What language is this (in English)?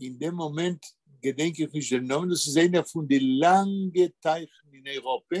Yiddish